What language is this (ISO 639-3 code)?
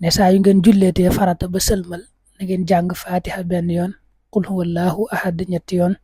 wol